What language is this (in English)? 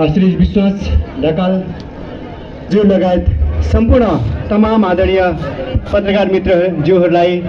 Nepali